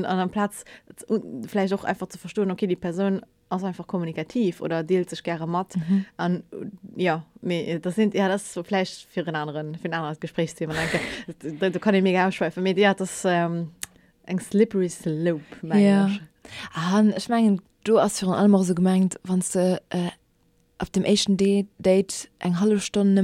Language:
Luxembourgish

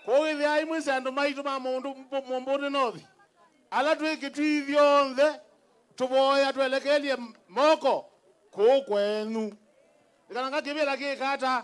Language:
Kamba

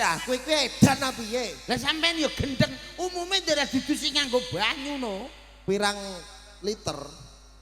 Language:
Javanese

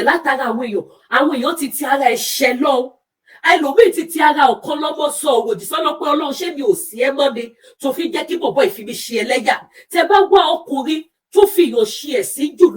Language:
Yoruba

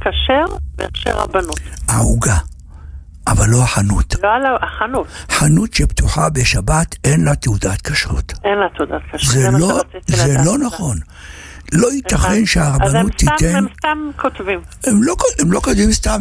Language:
Hebrew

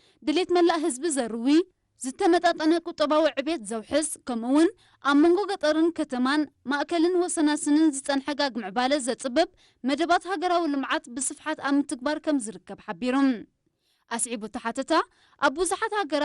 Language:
Tigrinya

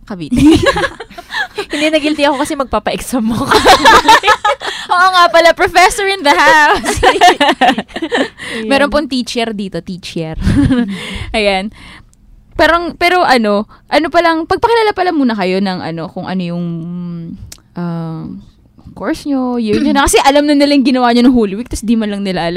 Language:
Filipino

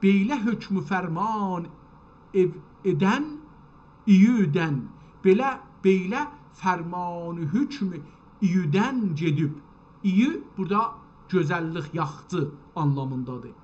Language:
South Azerbaijani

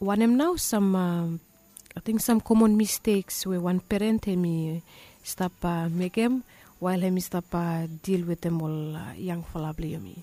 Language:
Bislama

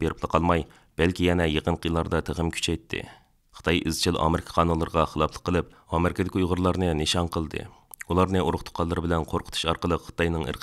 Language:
Uyghur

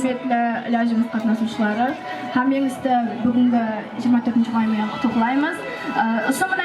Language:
Kara-Kalpak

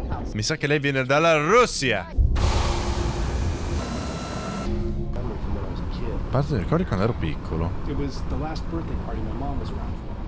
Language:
Italian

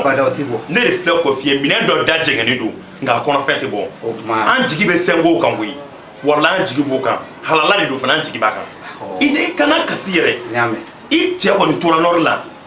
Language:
Bambara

